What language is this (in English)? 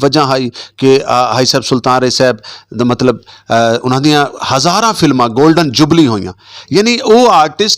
Western Panjabi